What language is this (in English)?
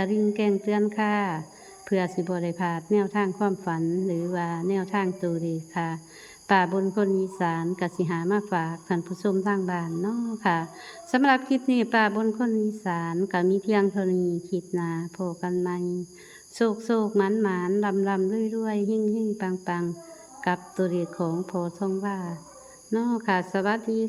Northeastern Thai